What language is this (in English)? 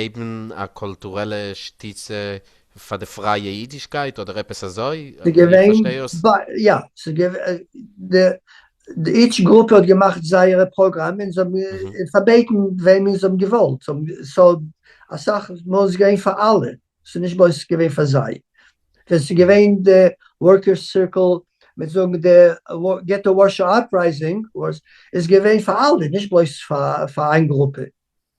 Yiddish